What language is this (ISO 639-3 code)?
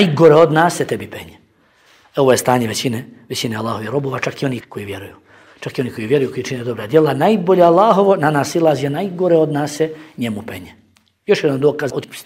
bos